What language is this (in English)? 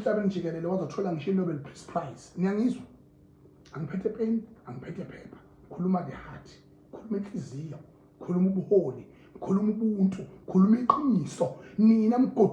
Zulu